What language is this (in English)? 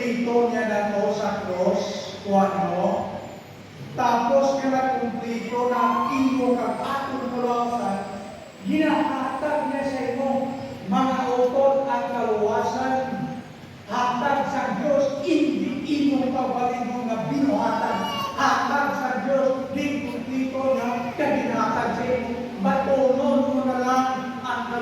Hiligaynon